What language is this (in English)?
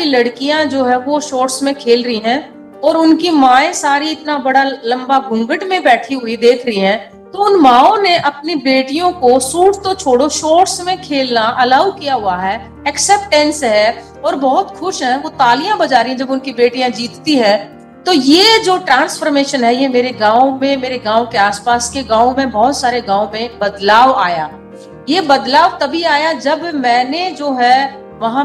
Hindi